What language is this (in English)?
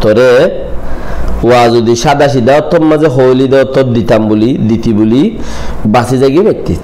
Rohingya